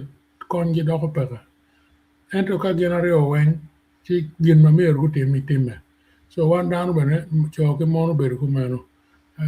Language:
Acoli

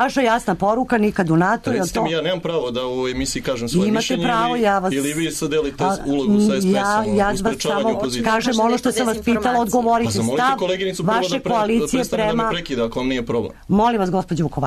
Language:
Serbian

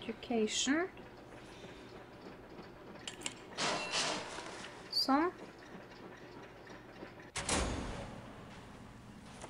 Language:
Norwegian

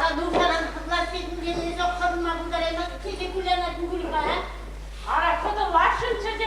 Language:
Chuvash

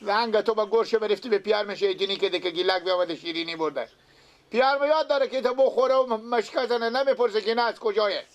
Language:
Persian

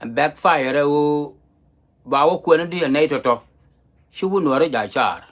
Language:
Nuer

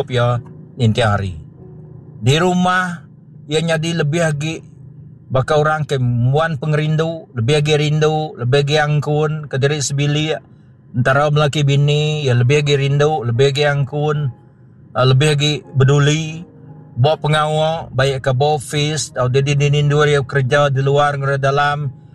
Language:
Iban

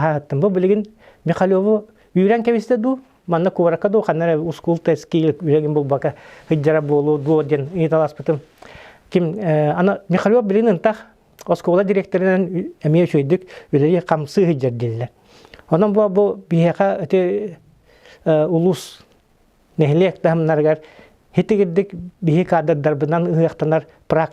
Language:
Yakut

